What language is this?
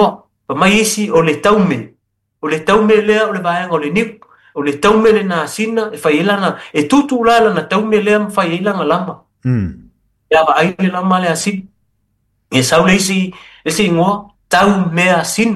Samoan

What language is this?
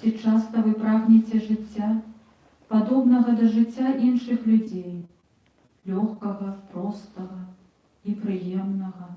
Belarusian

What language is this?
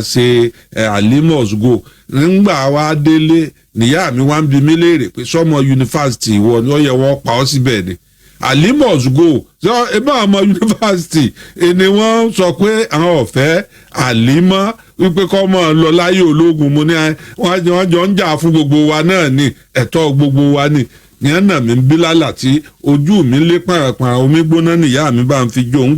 Yoruba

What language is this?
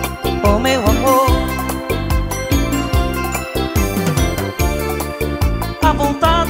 Portuguese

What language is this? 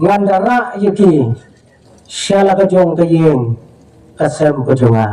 Khasi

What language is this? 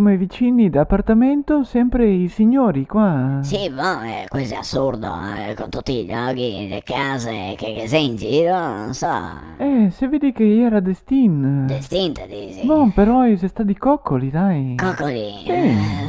Venetian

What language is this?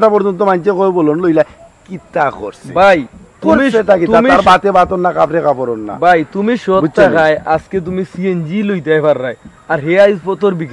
Sylheti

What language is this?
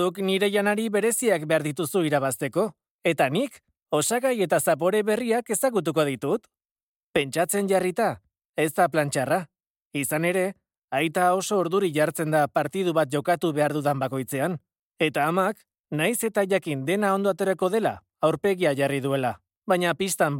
Basque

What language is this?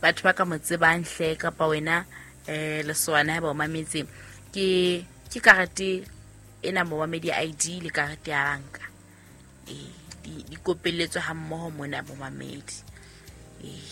Southern Sotho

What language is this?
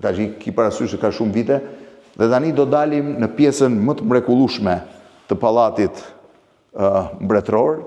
Albanian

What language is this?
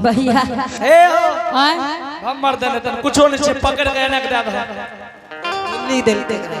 Angika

